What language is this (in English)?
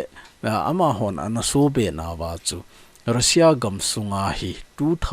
Thado Chin